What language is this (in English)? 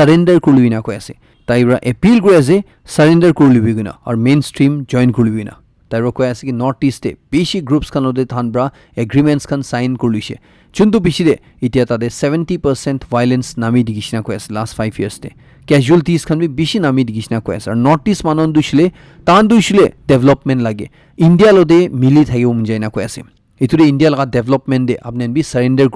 Naga Pidgin